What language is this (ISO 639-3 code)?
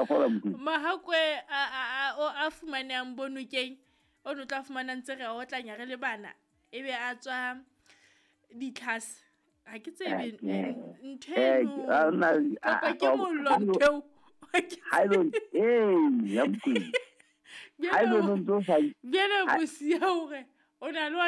sot